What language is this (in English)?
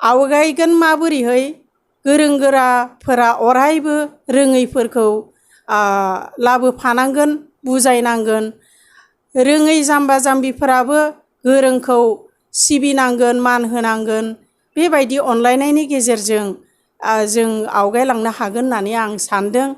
Bodo